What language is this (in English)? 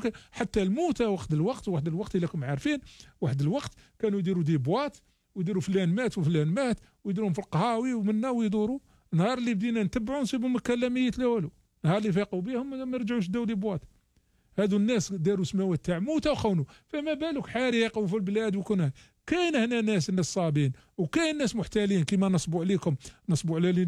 Algerian Arabic